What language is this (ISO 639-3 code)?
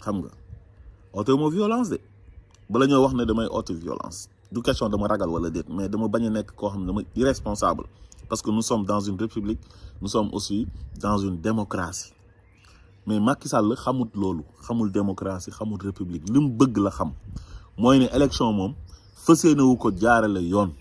wol